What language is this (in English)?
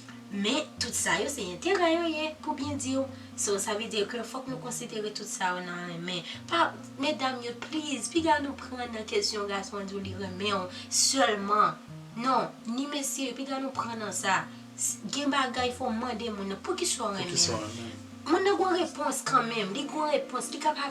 Haitian Creole